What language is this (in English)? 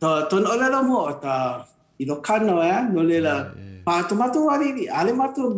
Hawaiian